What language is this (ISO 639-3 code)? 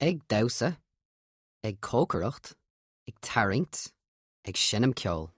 gle